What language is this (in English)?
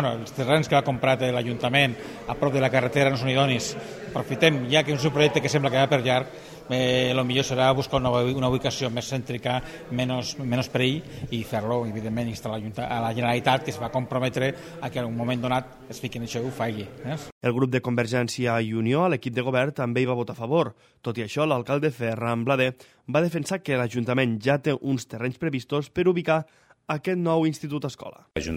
Catalan